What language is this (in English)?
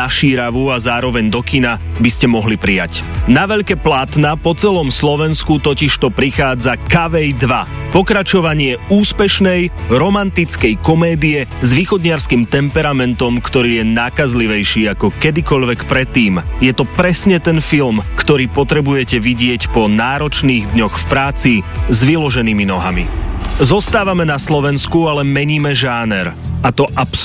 Slovak